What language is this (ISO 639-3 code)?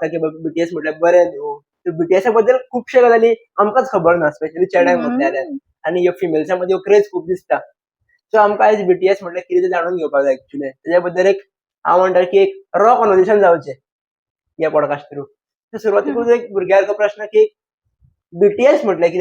kok